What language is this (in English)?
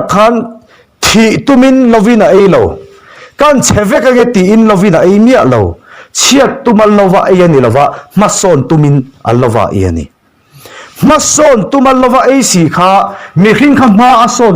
Mizo